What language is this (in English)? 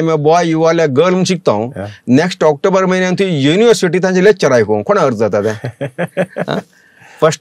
Konkani